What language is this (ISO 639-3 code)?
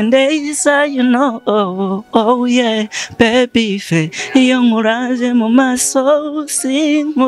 run